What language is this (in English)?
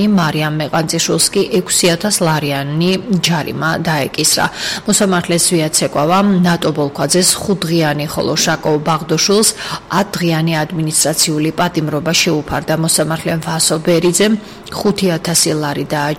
Georgian